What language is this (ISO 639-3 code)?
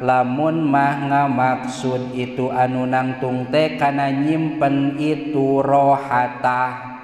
sun